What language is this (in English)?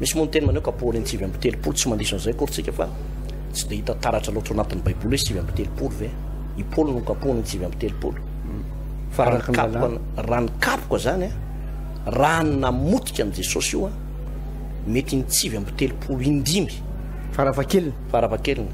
Malagasy